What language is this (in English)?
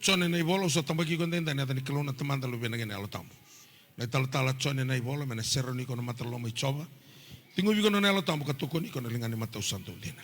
Fijian